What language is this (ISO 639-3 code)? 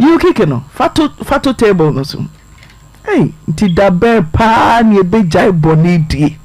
aka